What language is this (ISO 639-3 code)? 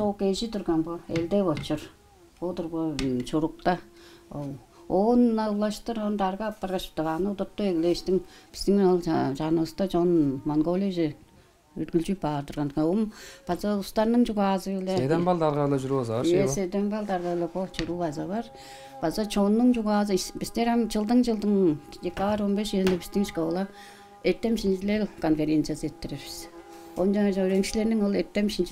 tyv